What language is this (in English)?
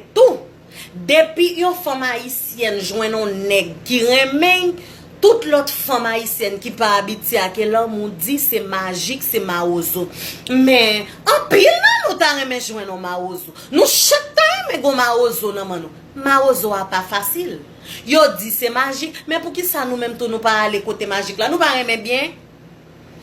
Haitian Creole